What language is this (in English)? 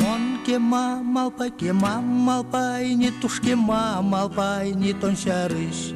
Udmurt